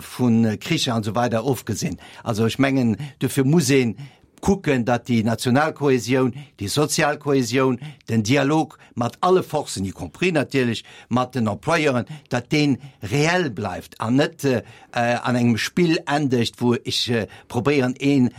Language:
Luxembourgish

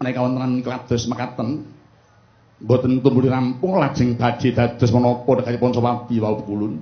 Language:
Javanese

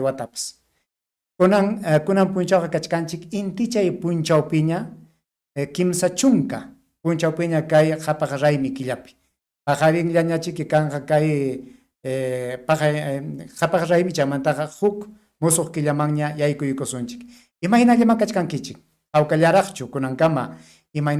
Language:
Ayacucho Quechua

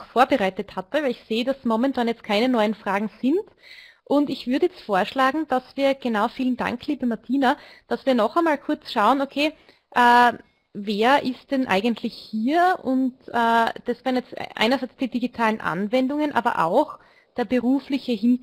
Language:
German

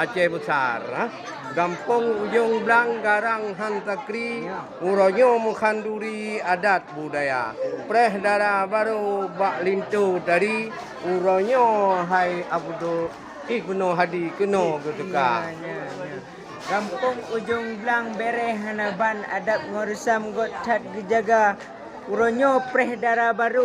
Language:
Achinese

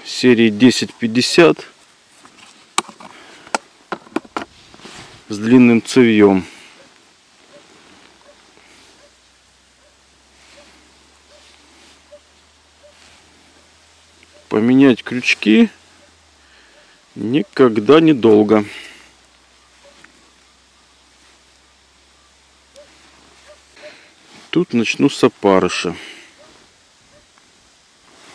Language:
Russian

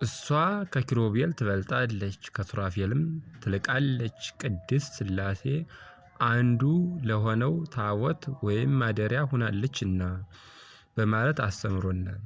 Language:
Amharic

